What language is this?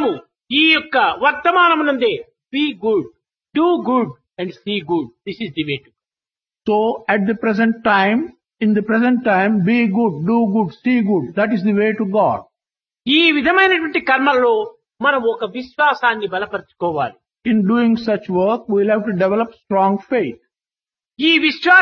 Telugu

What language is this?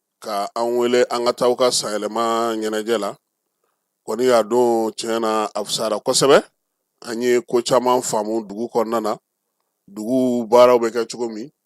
Bambara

